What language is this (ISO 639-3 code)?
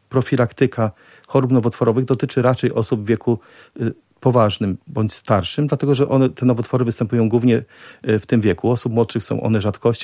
pol